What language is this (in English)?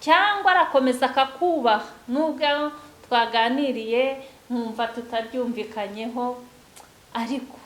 Kinyarwanda